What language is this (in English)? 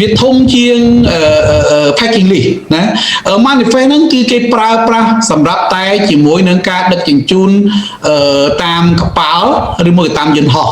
Khmer